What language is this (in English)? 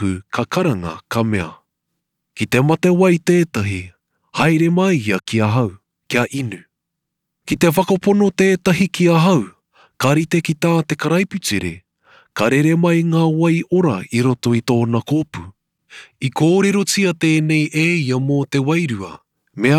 Māori